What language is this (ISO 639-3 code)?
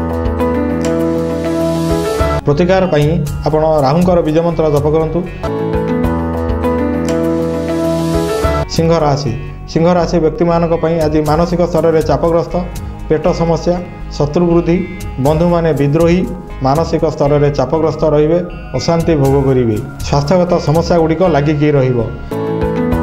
ori